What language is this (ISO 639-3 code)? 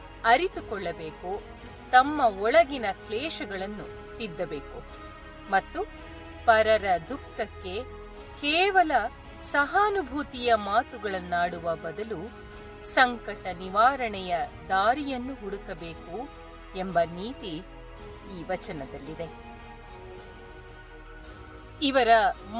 kan